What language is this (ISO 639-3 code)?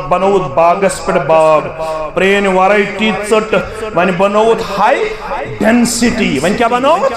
kas